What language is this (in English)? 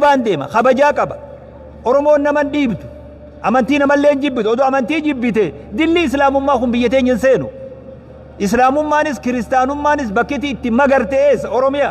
Oromo